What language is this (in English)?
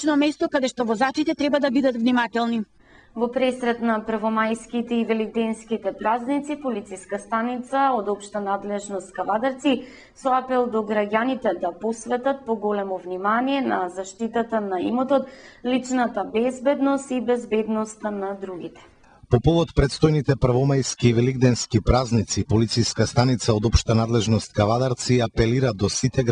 Macedonian